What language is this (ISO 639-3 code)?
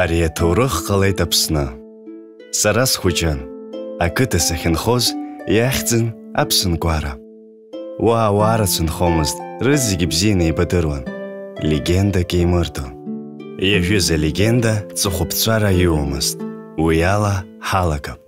abk